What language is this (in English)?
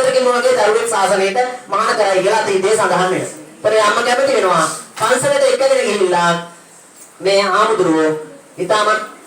Sinhala